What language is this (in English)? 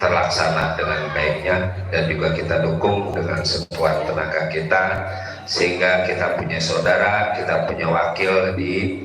Betawi